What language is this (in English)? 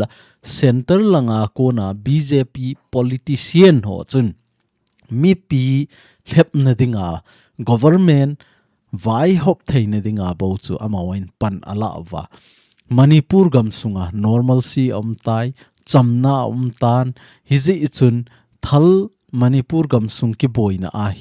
Thado Chin